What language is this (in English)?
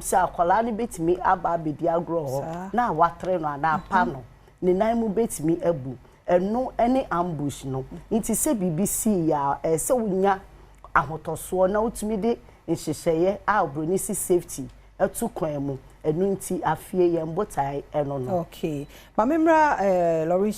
Akan